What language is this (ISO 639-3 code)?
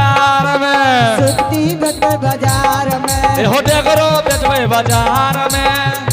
anp